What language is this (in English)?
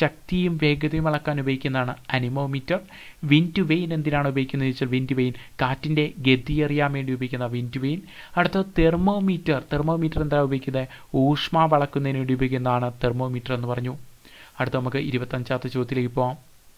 Malayalam